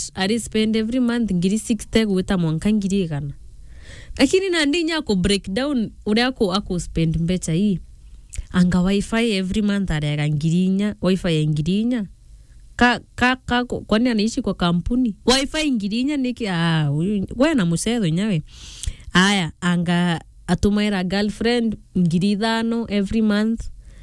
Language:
Meru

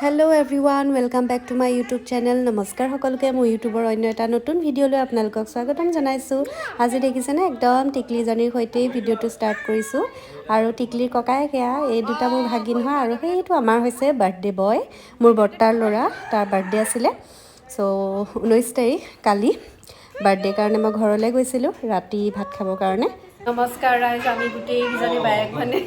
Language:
Assamese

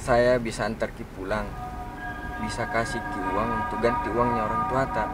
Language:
Makassar Malay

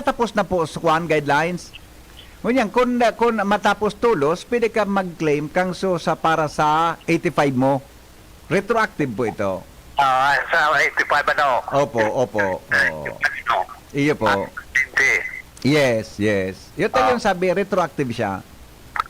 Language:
Bikol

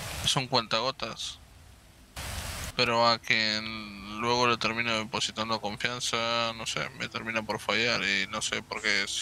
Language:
Spanish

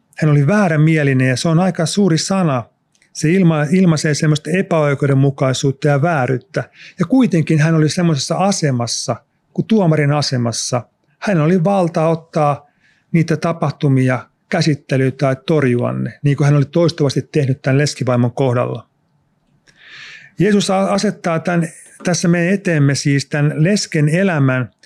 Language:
Finnish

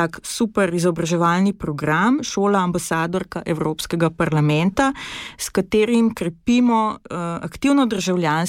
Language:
Slovenian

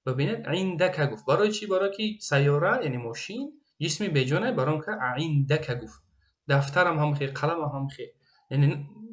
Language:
Tajik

